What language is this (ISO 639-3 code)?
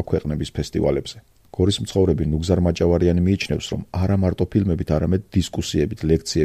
kat